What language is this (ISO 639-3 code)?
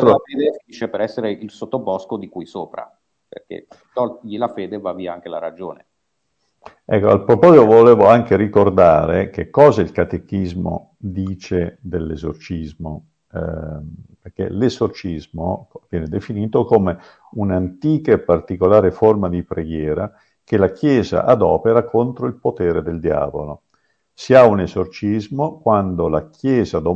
ita